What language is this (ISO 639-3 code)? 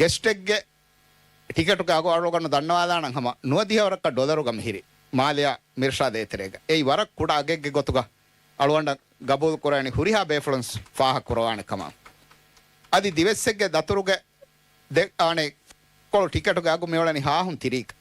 div